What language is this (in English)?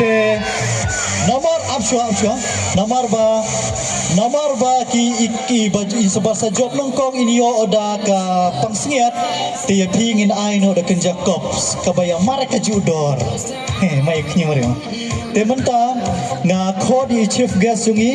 Khasi